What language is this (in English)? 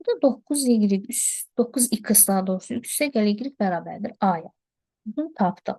Azerbaijani